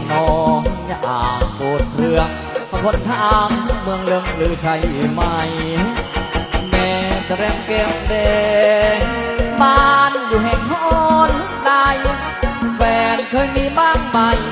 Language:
Thai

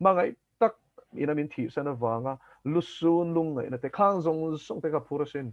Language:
Mizo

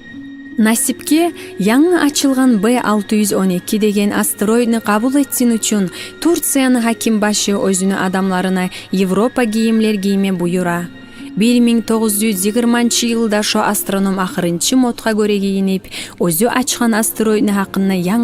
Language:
Kumyk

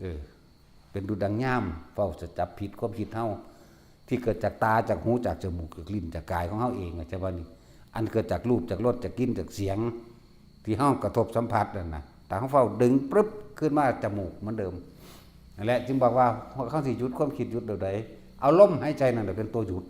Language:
Northeastern Thai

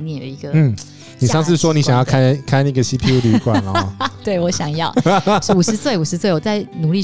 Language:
Chinese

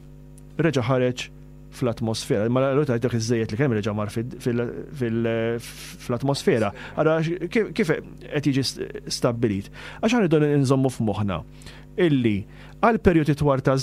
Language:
Maltese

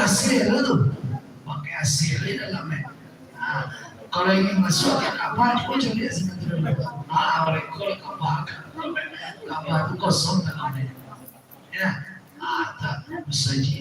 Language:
Minangkabau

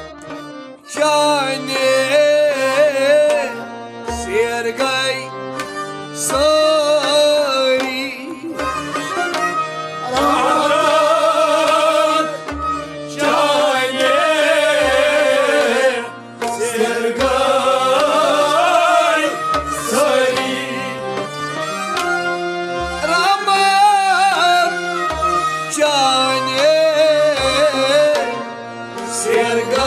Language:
Kashmiri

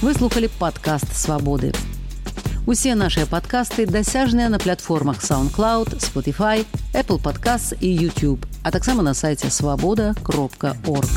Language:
Belarusian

